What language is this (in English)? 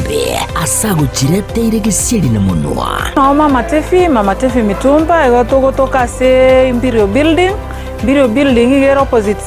Gusii